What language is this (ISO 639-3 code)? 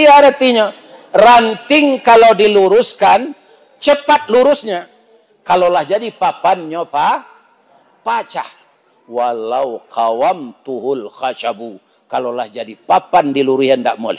min